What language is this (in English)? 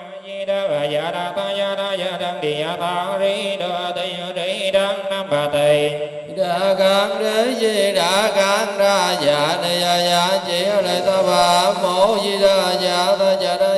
Vietnamese